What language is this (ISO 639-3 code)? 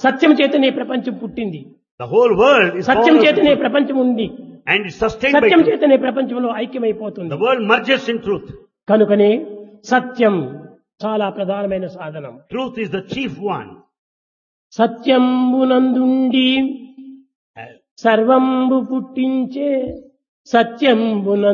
tel